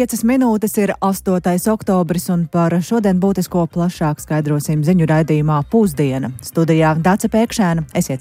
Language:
Latvian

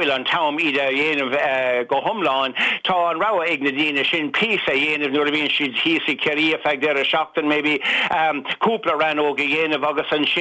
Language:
Irish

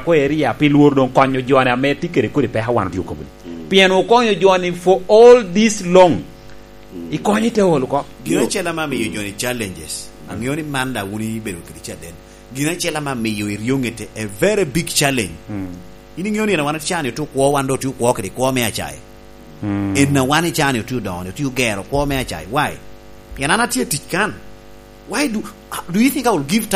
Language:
Lango (Uganda)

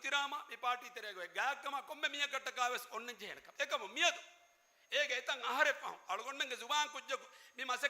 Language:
Divehi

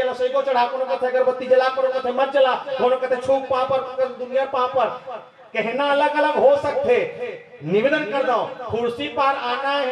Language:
Chhattisgarhi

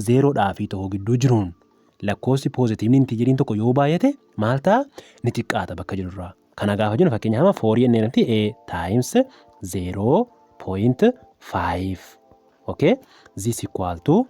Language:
Oromo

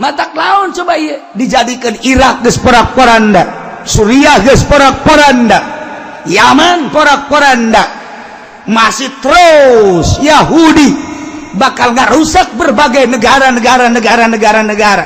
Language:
Sundanese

